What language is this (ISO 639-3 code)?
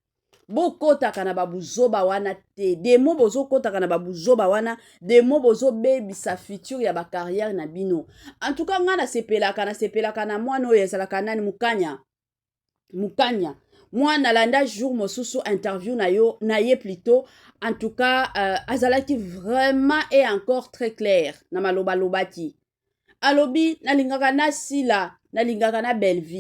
lin